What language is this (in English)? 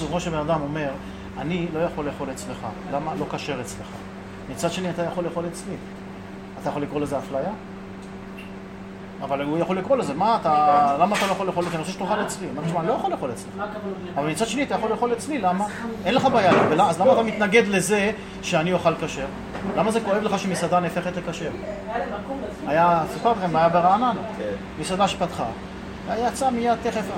Hebrew